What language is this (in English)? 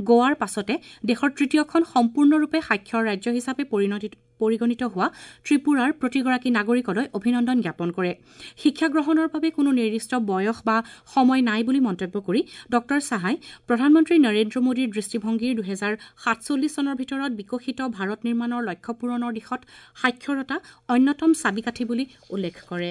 Assamese